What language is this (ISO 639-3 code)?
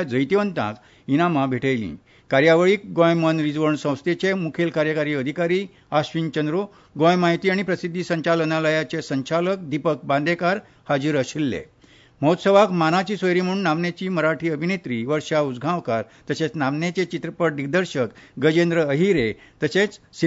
kok